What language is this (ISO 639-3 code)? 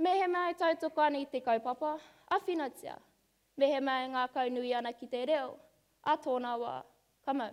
mri